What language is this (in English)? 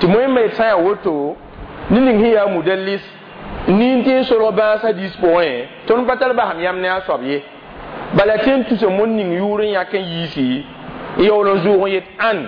Mossi